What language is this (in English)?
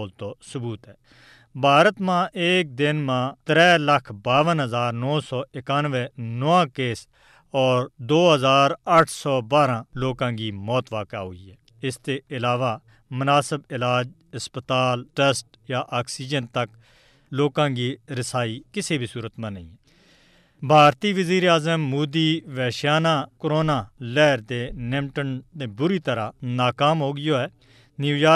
Gujari